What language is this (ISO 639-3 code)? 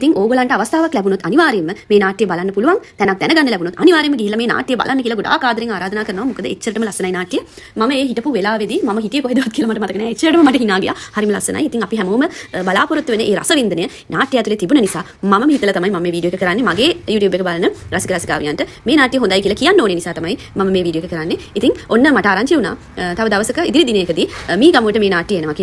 sin